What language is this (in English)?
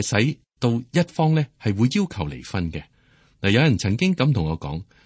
Cantonese